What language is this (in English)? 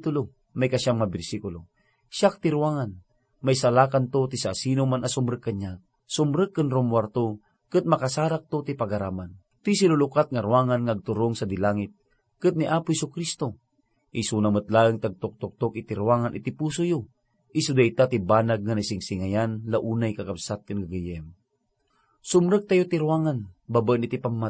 Iloko